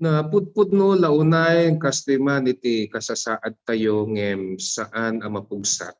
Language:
Iloko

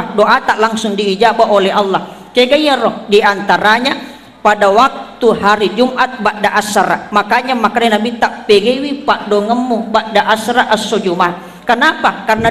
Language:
Buginese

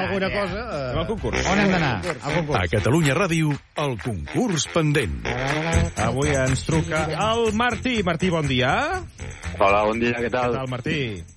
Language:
Catalan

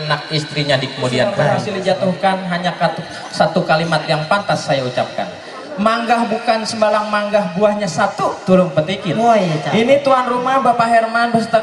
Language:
Betawi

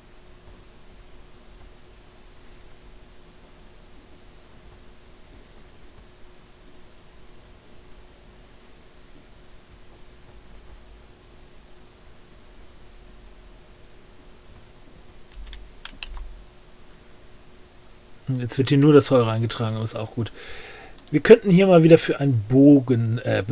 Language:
German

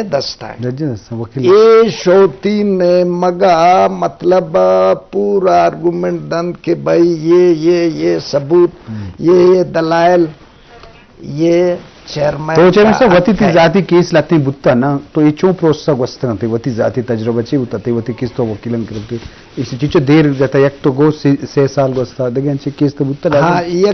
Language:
Eastern Balochi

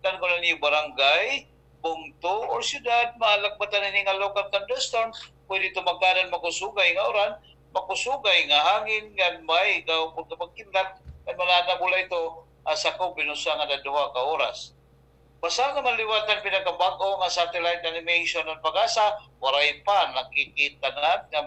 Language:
Waray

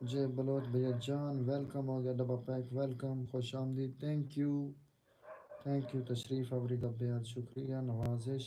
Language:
Saraiki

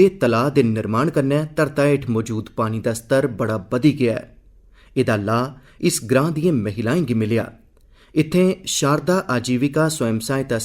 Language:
Dogri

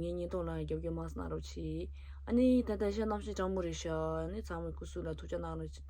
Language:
Tibetan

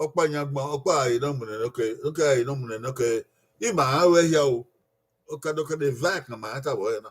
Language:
Bini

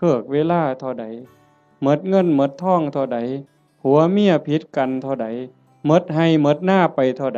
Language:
Northeastern Thai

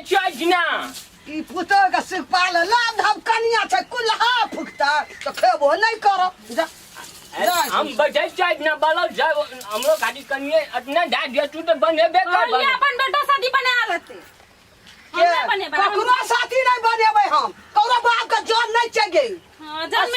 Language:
Maithili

